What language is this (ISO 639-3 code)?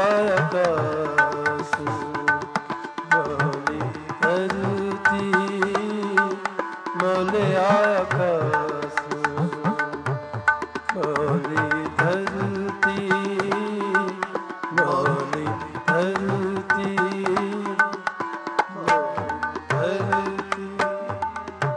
pan